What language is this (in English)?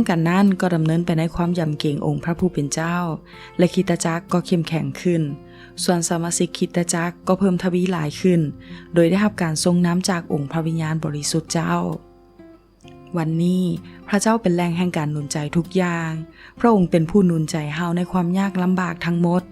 Lao